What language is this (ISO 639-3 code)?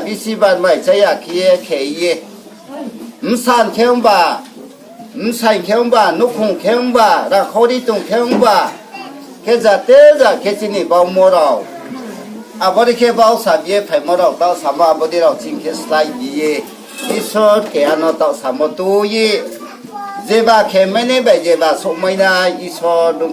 ria